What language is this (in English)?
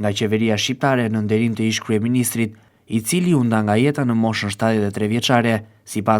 Albanian